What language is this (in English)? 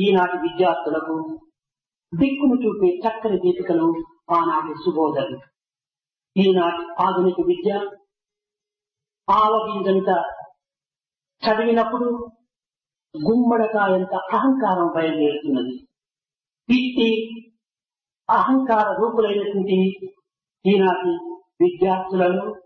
Telugu